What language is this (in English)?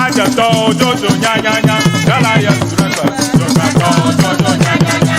Ewe